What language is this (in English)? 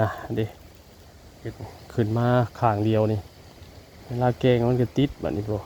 Northeastern Thai